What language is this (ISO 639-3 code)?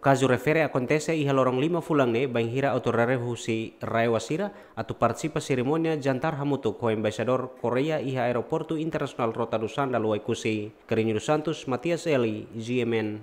tet